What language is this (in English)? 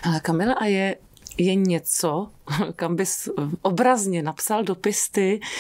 Czech